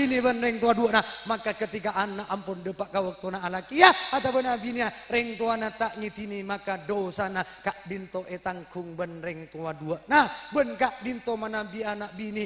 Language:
Madurese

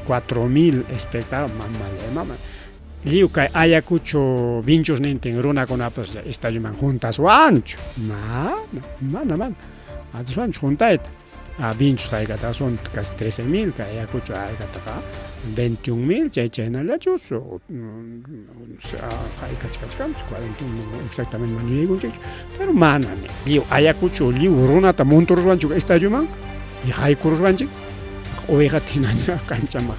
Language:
Ayacucho Quechua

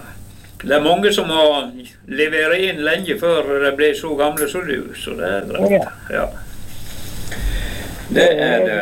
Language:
Norwegian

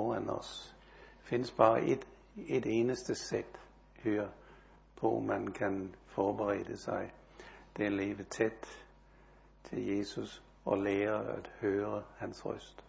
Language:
Danish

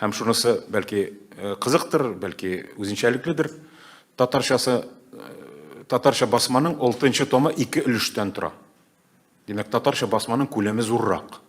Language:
Tatar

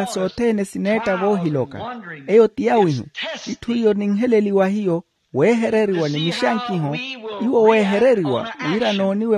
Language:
Makhuwa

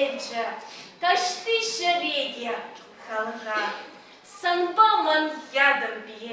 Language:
Chuvash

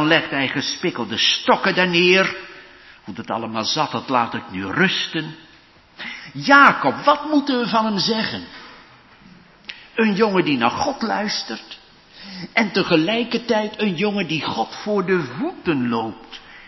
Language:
Dutch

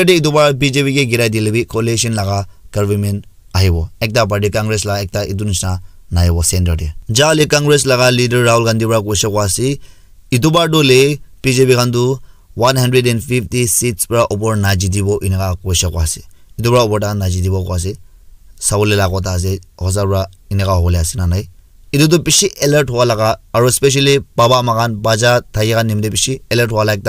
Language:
Naga Pidgin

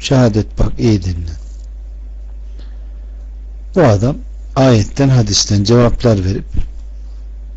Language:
Turkish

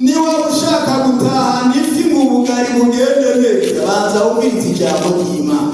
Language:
Rundi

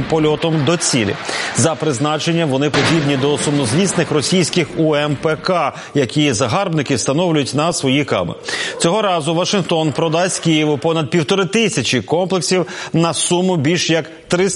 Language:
Ukrainian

